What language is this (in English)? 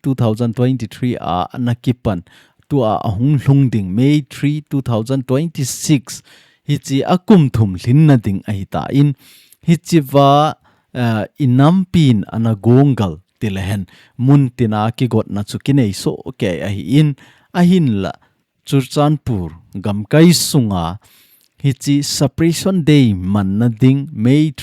Thado Chin